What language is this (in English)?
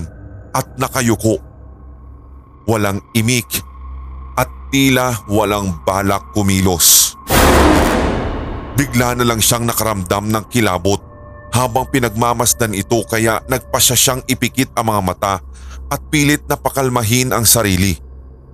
Filipino